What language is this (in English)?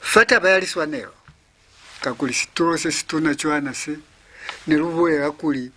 Lozi